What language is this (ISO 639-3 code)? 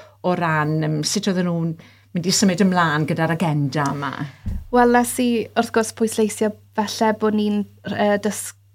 cym